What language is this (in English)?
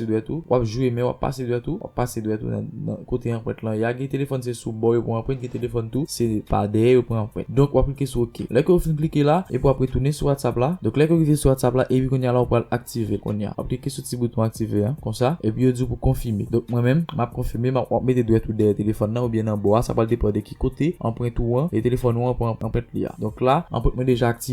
Haitian Creole